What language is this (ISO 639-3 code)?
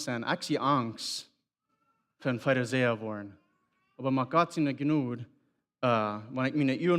pdt